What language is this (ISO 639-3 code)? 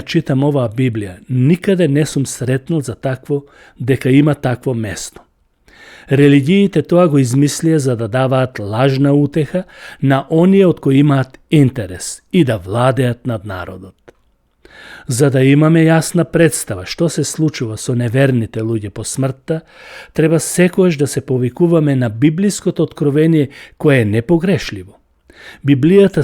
mkd